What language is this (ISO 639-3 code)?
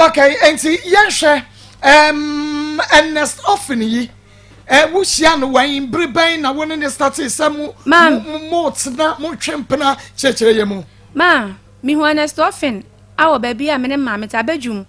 aka